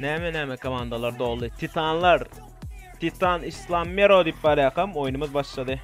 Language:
Turkmen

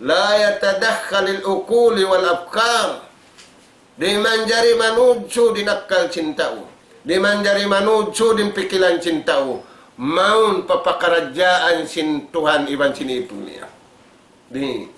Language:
Tausug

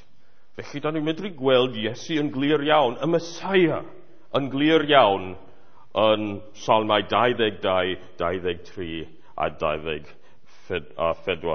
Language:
Welsh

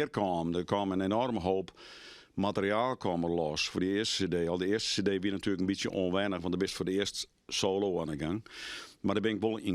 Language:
Western Frisian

